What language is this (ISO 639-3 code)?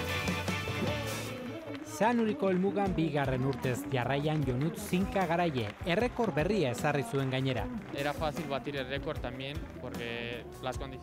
eus